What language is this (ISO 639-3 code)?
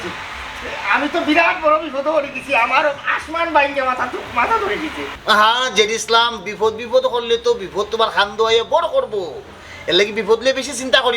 syl